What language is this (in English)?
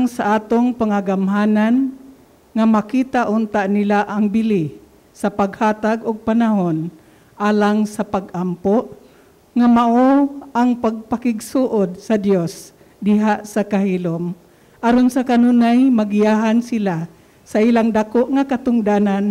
Cebuano